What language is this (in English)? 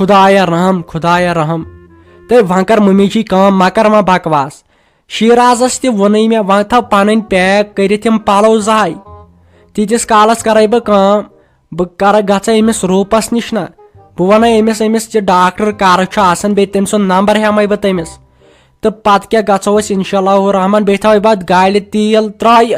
Kashmiri